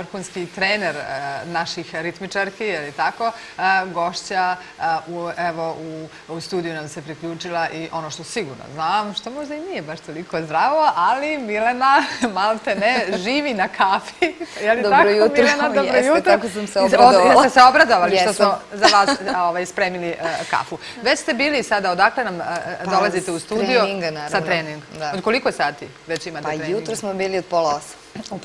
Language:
Serbian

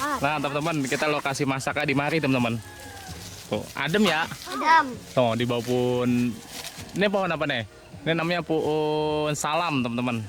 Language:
Betawi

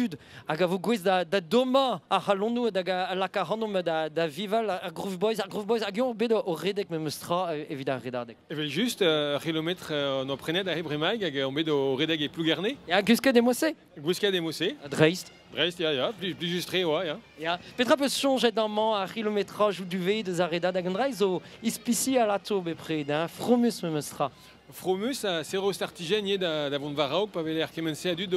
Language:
Breton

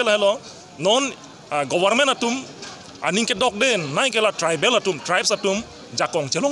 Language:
Karbi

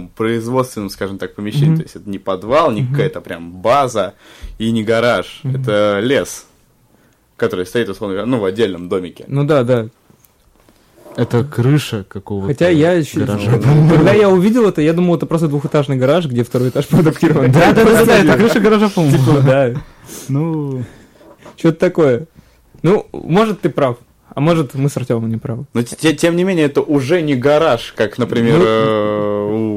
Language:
Russian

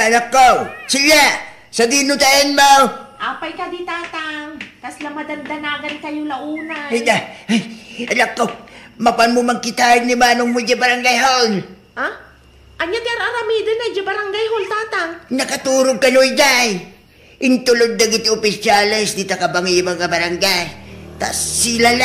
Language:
Iloko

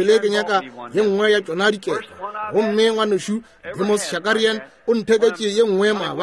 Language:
Northern Sotho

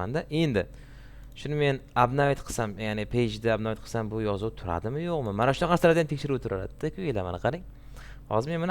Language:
Uzbek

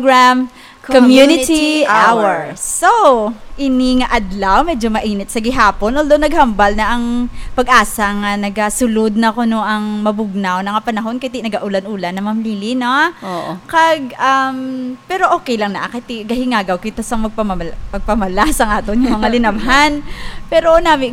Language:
Hiligaynon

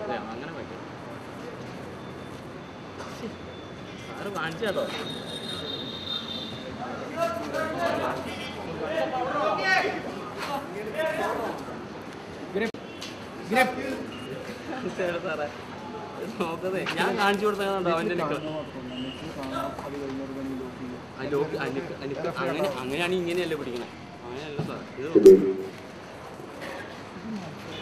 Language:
Malayalam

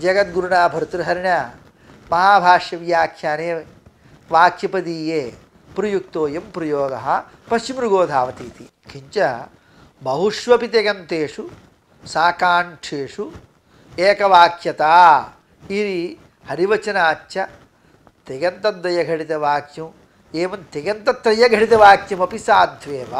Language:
Sanskrit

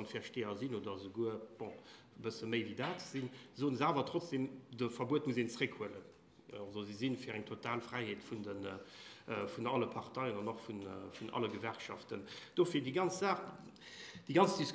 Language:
Luxembourgish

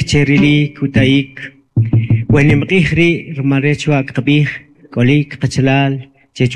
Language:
Kʼicheʼ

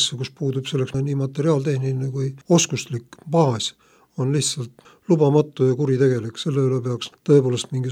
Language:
Estonian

